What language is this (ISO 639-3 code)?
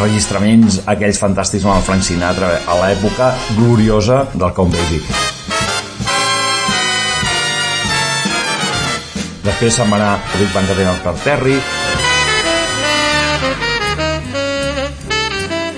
cat